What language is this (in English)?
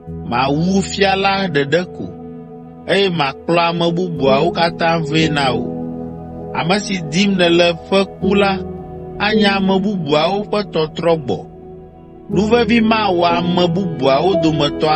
Ewe